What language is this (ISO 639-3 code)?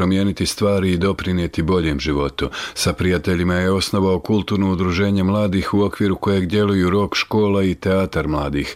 bos